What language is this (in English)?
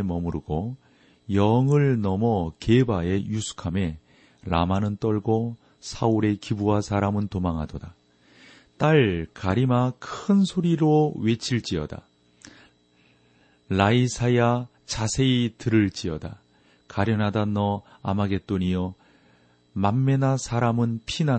Korean